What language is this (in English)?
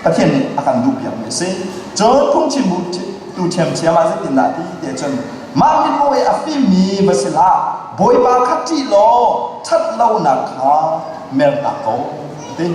Hakha Chin